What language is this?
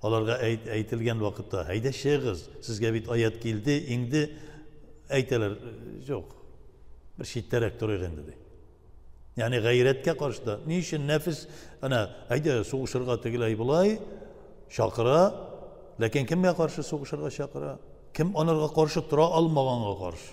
Tatar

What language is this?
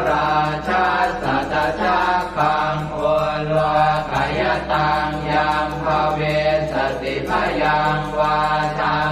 Pali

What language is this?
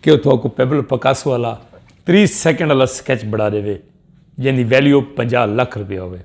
Saraiki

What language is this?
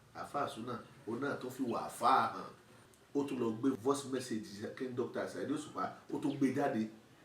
Yoruba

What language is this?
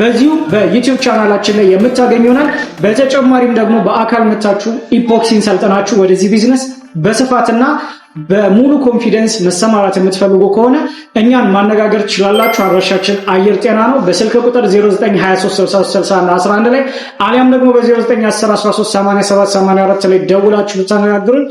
Amharic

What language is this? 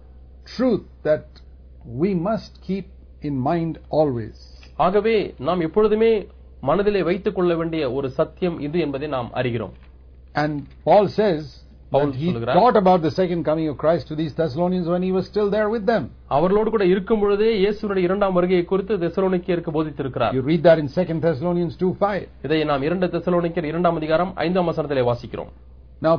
Tamil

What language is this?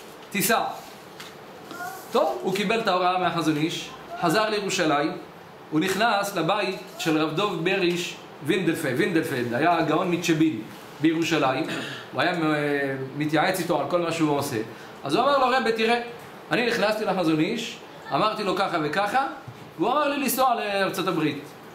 Hebrew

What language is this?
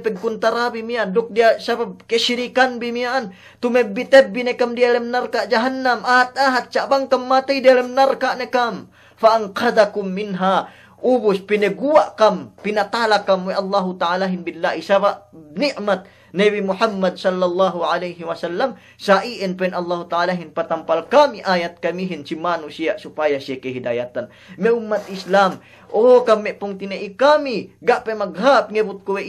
Yakan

